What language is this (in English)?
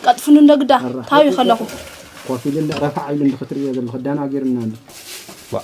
Tigrinya